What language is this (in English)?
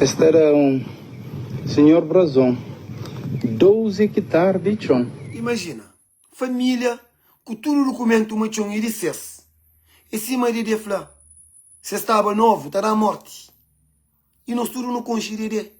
Kabuverdianu